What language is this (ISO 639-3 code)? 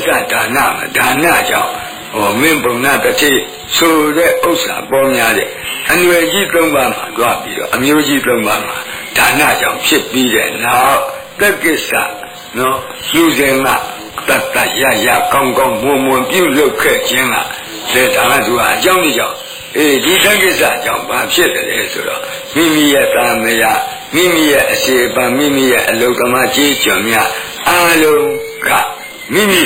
mya